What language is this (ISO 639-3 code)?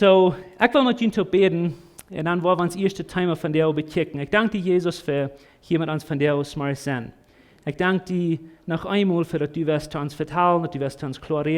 pdt